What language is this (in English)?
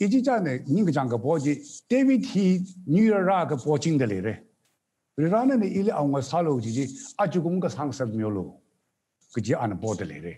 Tangkhul Naga (India)